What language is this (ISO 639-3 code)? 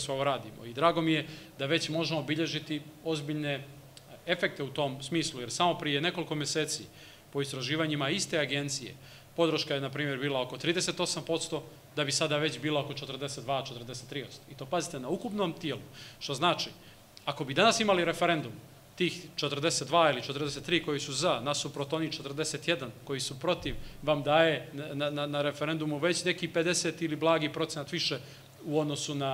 srp